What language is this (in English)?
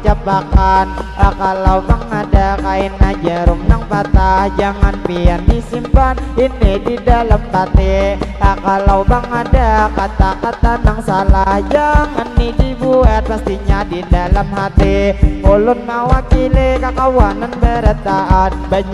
Banjar